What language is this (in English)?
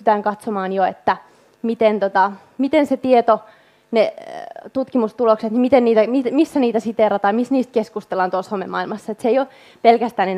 Finnish